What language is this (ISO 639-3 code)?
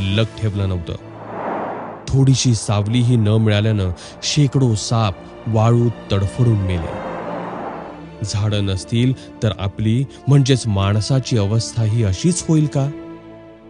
mar